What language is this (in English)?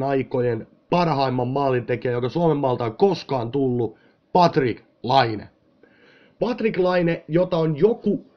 Finnish